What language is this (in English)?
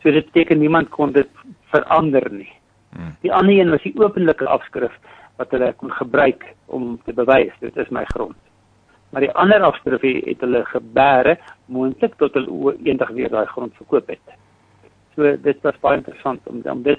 Afrikaans